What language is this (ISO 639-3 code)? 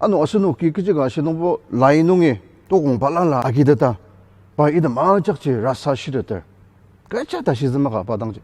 njo